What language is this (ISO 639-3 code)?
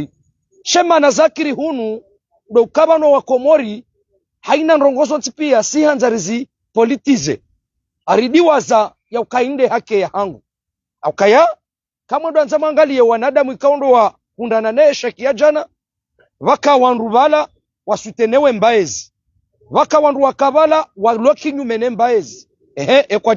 zdj